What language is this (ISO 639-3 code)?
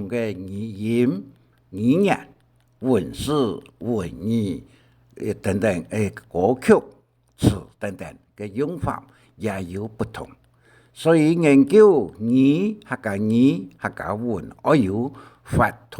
hak